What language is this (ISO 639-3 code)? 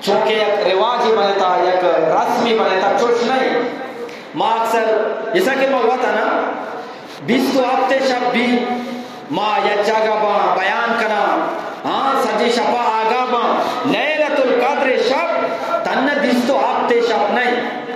bgp